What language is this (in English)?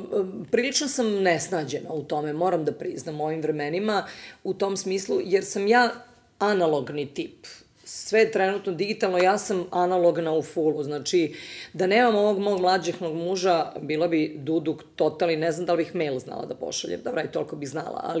Serbian